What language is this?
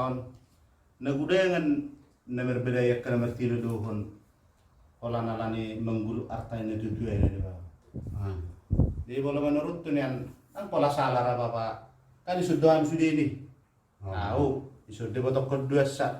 Batak Toba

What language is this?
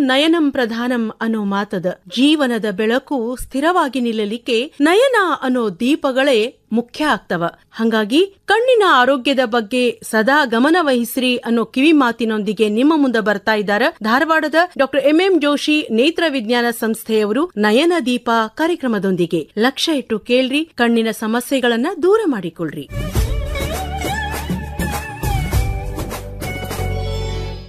Kannada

